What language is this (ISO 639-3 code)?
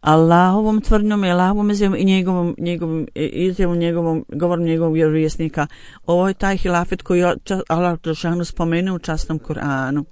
bos